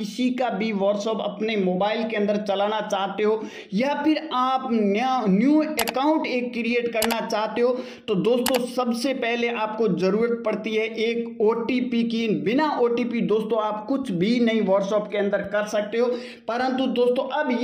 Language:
Hindi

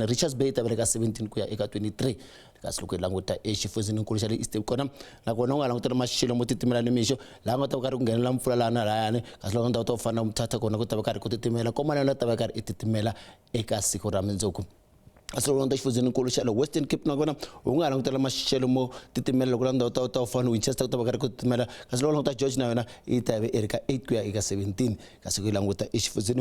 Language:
Tsonga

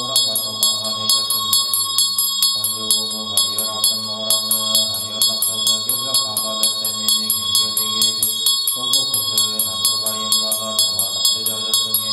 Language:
Tuvinian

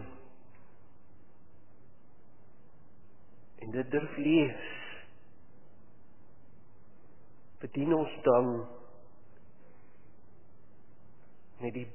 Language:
Afrikaans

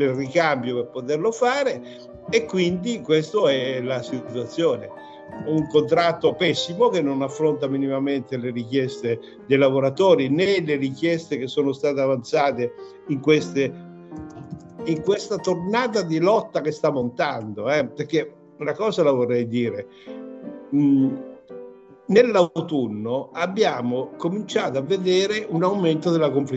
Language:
Italian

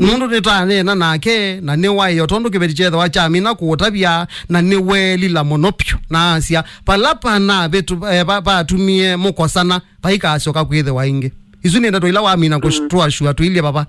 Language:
Kamba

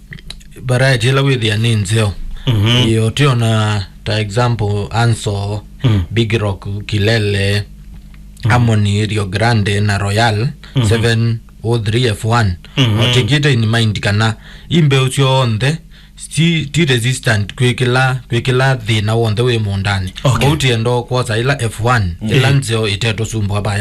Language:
Kamba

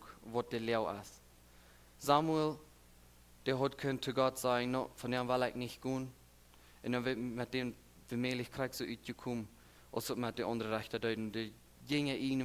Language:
Plautdietsch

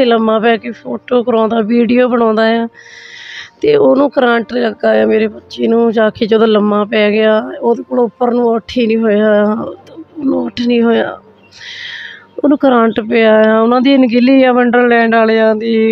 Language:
Punjabi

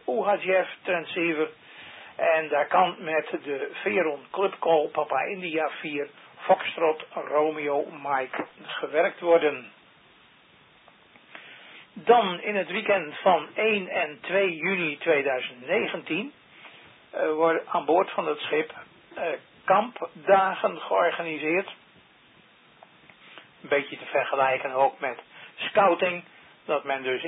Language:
Dutch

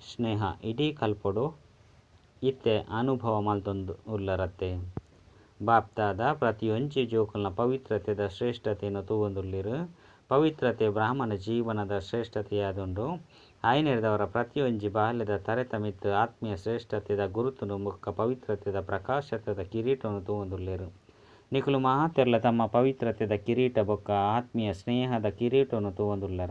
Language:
Tulu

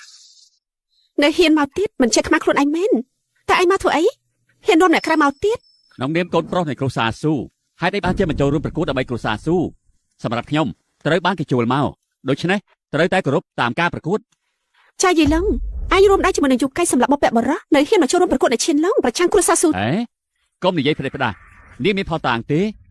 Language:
Khmer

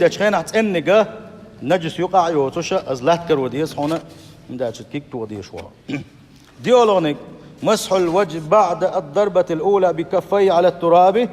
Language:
Chechen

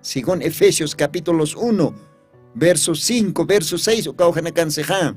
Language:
Aymara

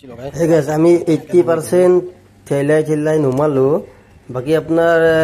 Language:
Assamese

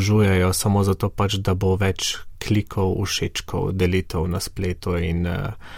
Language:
Slovenian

